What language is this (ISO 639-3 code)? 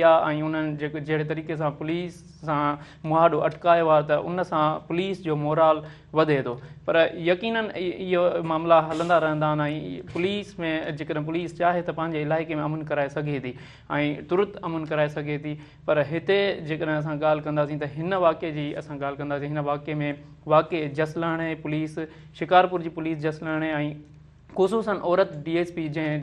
snd